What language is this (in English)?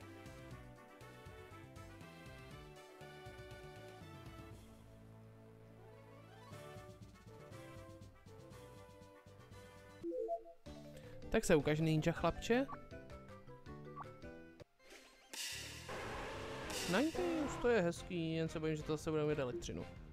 Czech